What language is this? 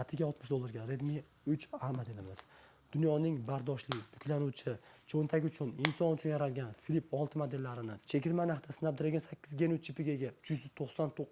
Uzbek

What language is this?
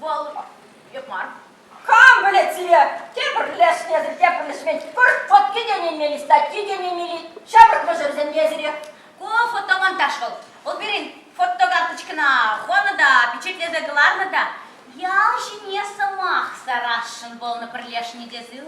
Chuvash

